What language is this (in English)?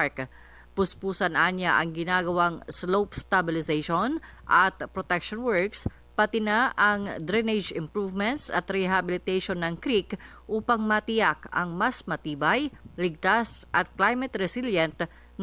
Filipino